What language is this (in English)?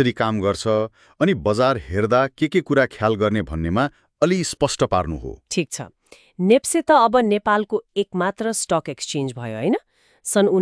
Nepali